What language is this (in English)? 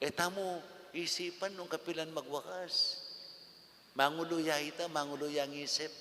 Pampanga